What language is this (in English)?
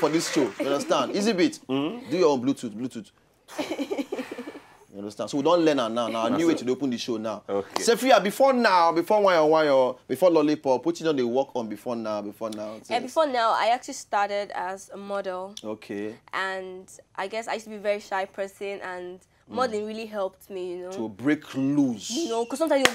Nigerian Pidgin